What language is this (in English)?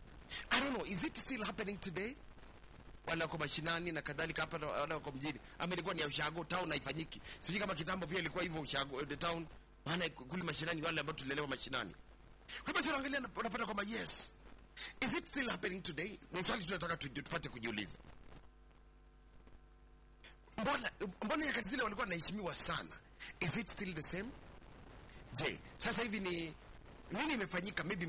Swahili